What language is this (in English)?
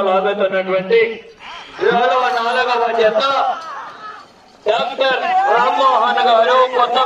Telugu